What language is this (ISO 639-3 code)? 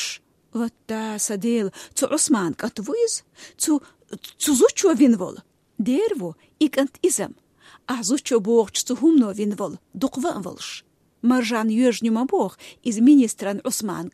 che